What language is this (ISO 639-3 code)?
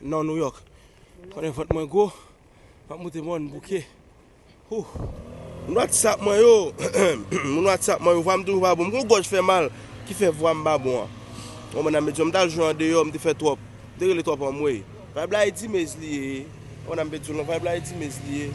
hat